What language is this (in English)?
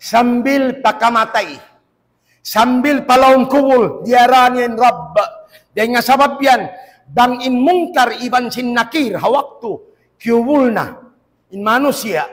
Tausug